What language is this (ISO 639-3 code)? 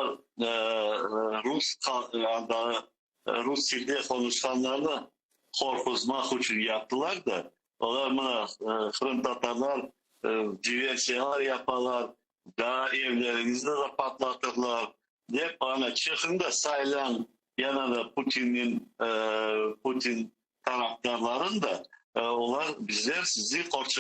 crh